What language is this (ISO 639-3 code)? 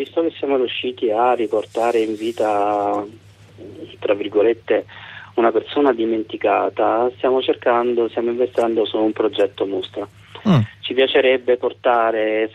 ita